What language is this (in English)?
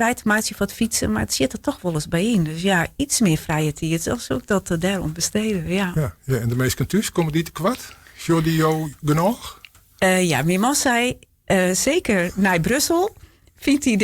Western Frisian